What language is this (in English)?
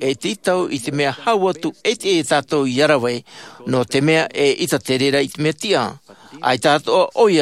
Tahitian